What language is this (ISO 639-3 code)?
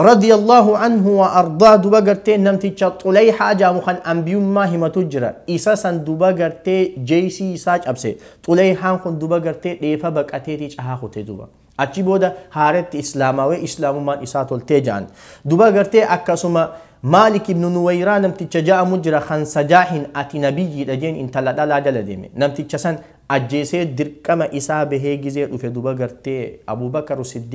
orm